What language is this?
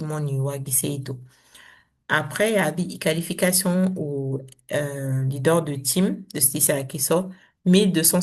Saramaccan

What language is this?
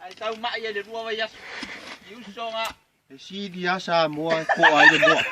Samoan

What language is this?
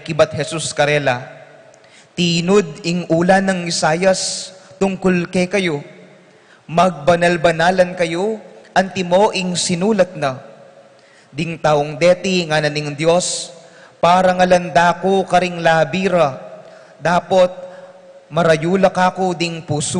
Pampanga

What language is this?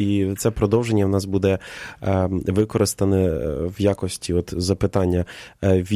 Ukrainian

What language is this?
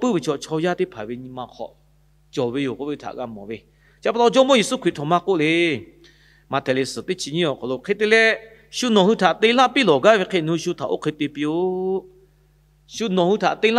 Lahu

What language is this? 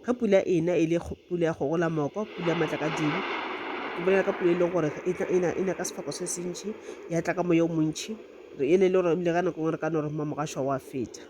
Northern Sotho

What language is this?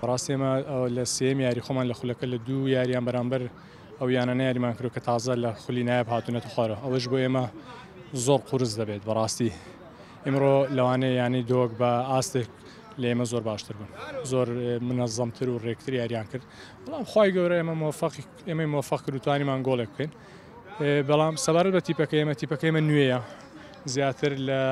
Central Kurdish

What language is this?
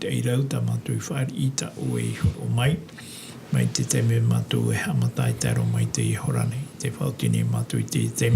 Tahitian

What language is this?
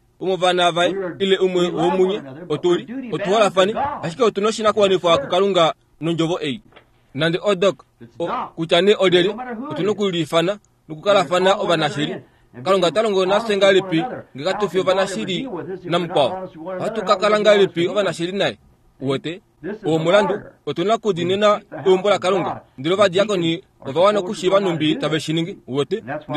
Kuanyama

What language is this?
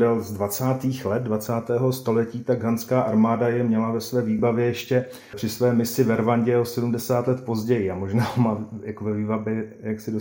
Czech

